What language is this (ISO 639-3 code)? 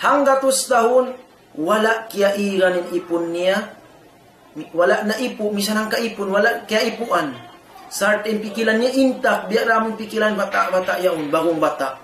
tsg